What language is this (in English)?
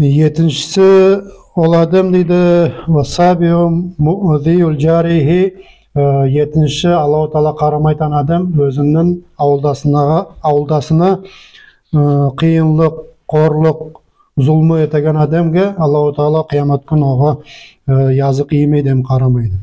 Nogai